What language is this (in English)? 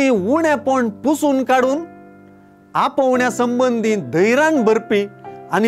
Konkani